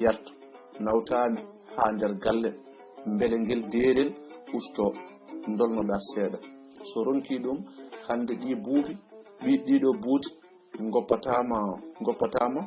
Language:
Fula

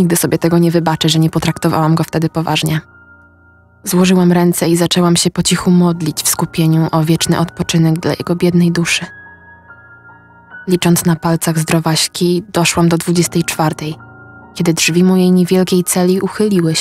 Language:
Polish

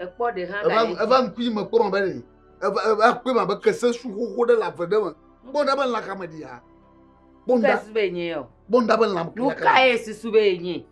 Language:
Ewe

